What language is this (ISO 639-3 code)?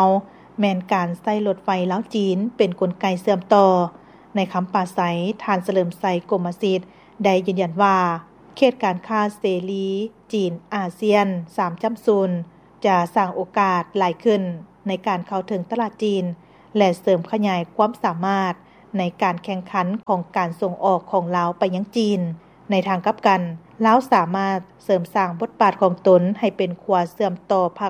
lao